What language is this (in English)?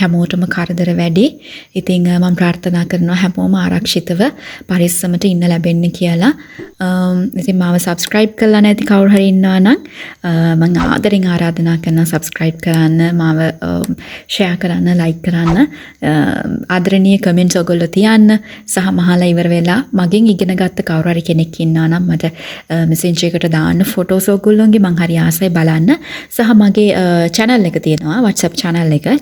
Sinhala